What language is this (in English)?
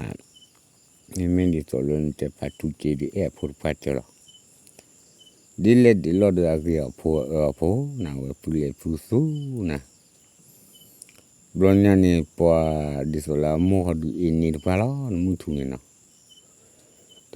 S'gaw Karen